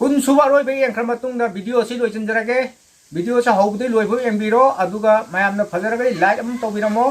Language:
Manipuri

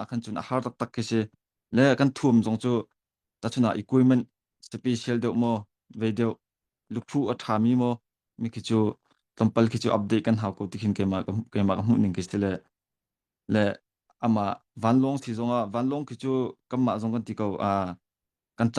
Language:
Hakha Chin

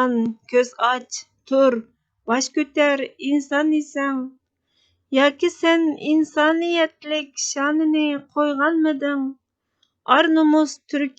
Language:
Uyghur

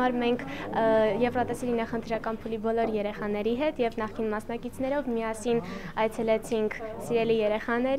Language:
Armenian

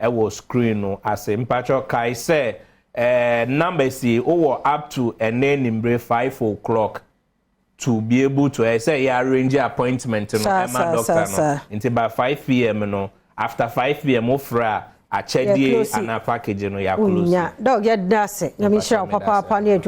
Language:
Akan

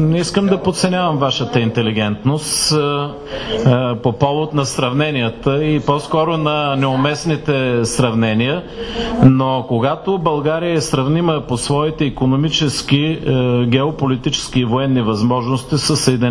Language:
Bulgarian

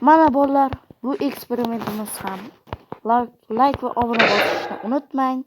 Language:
Uzbek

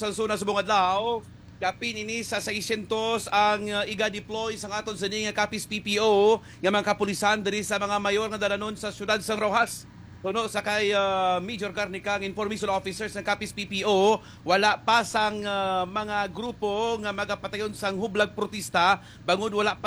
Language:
Hiligaynon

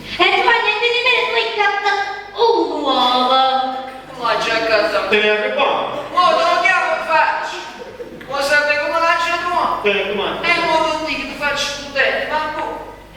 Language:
Neapolitan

